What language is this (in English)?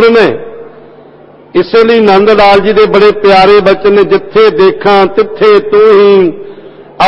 Punjabi